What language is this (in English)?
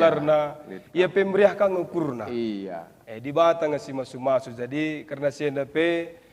Batak Karo